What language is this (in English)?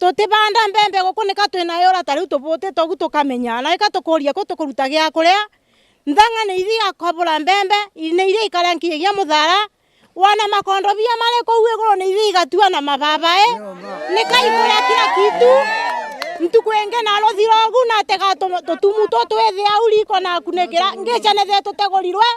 Meru